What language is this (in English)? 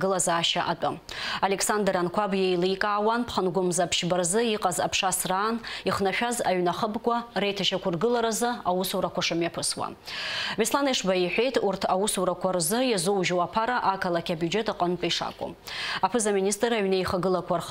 Abkhazian